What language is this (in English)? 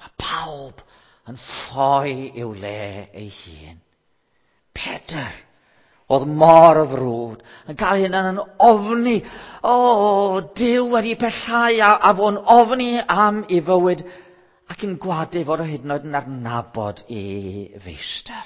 Welsh